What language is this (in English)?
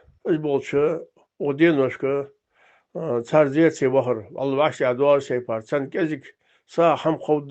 Ingush